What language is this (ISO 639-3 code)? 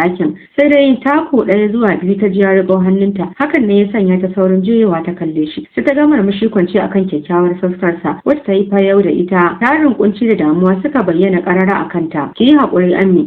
hau